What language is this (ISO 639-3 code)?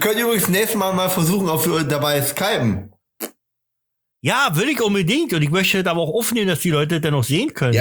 deu